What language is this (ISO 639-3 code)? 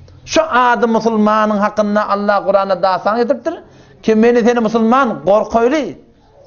tuk